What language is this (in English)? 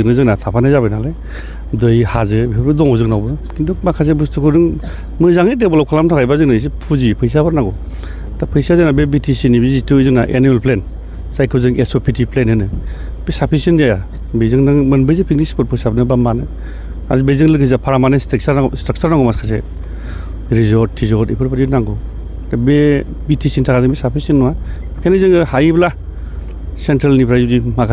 Bodo